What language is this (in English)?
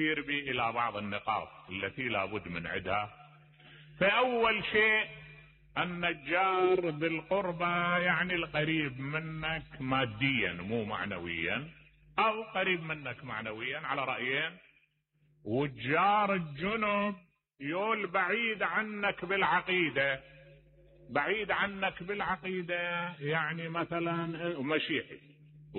Mesopotamian Arabic